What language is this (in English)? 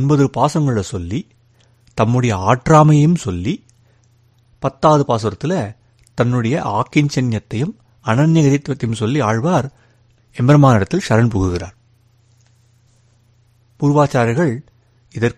Tamil